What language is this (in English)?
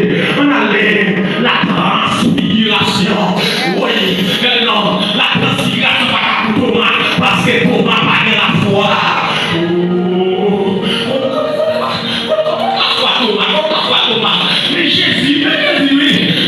Haitian Creole